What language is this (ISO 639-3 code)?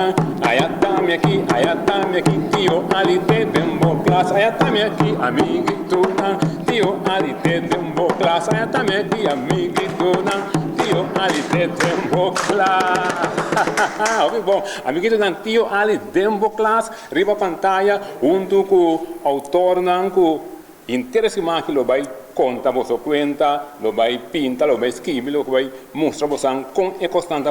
pap